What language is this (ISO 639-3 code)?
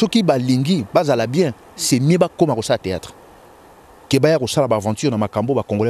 lin